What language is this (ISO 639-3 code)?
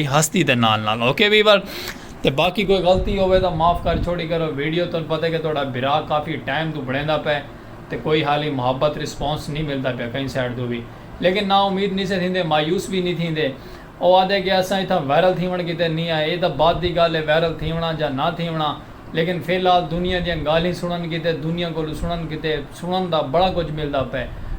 skr